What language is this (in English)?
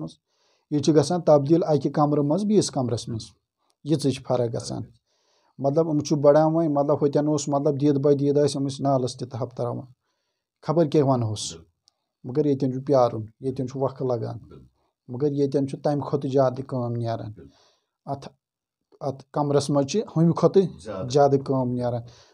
Kashmiri